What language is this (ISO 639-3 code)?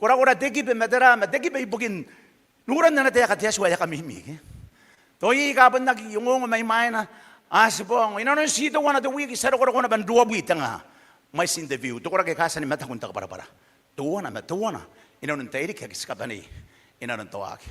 gil